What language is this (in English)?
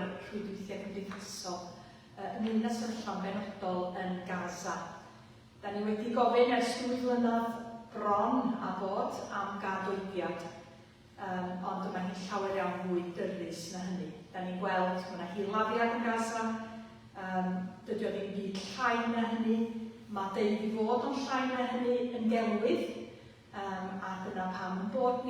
Welsh